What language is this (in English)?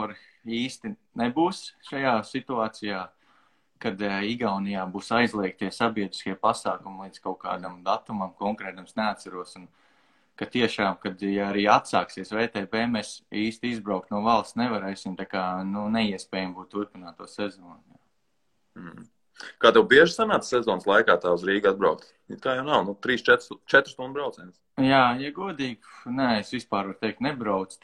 Latvian